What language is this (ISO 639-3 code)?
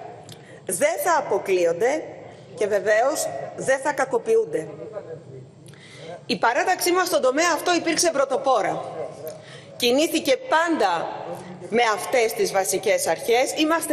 ell